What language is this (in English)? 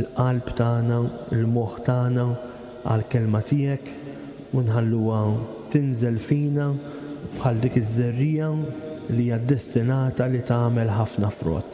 Maltese